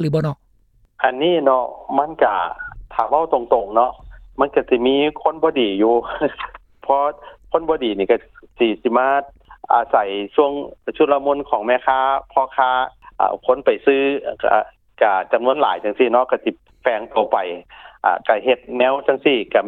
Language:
Lao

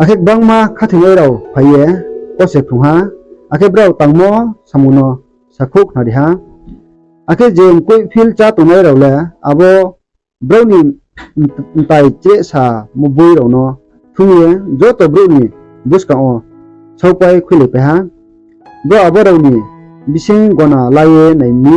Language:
Riang (India)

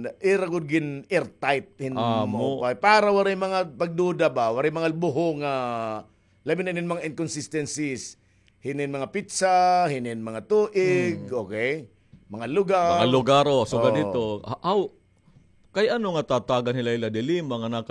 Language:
Waray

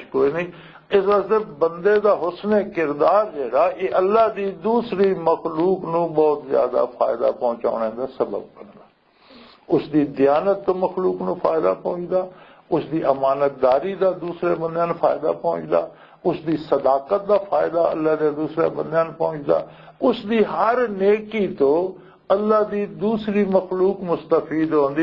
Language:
Western Panjabi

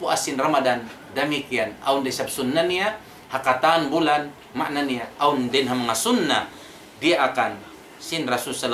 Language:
Tausug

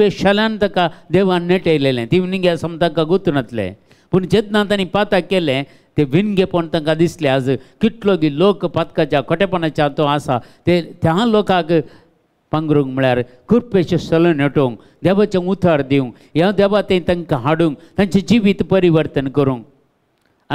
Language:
Konkani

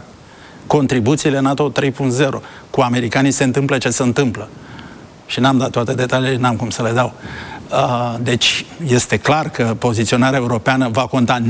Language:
Romanian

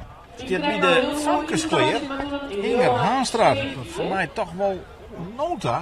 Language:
Western Frisian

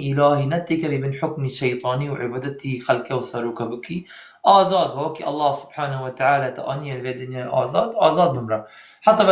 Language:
Kurdish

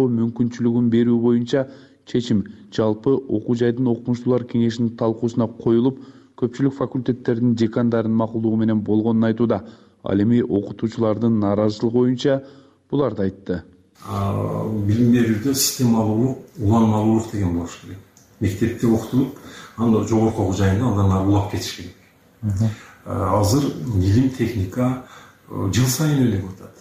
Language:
Kyrgyz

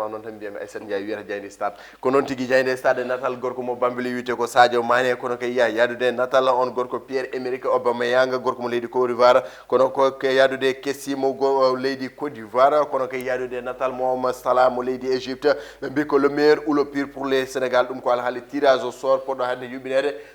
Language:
Fula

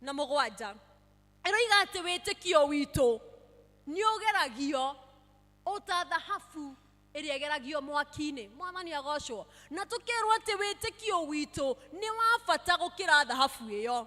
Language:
Kikuyu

